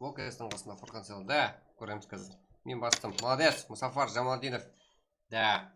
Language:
Kara-Kalpak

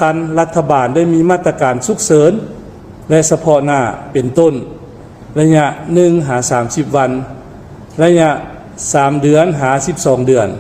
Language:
Lao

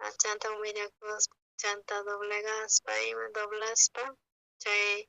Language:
South Bolivian Quechua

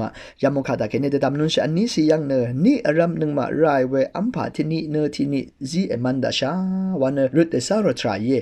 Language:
Rawang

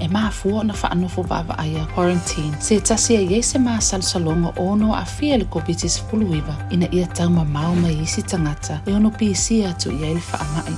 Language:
Samoan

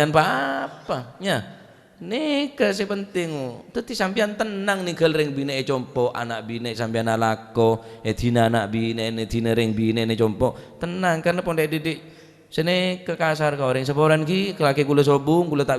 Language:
Madurese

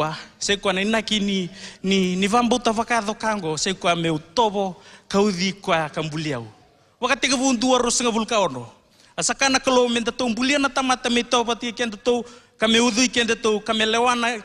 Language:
Fijian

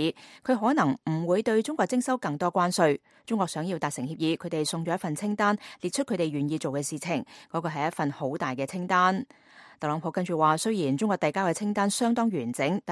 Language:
Cantonese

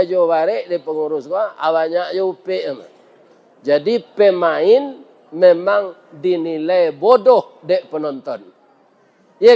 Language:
Minangkabau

